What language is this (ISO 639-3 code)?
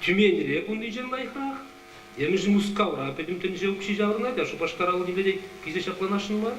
chv